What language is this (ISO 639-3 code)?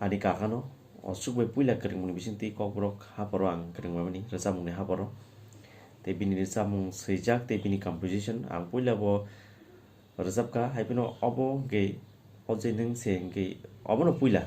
trp